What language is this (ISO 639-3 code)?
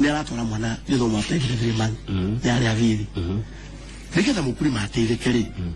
kik